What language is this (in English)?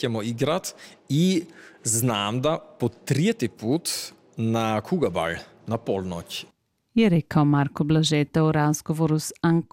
Croatian